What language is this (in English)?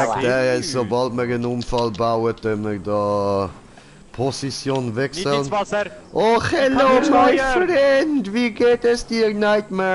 Swiss German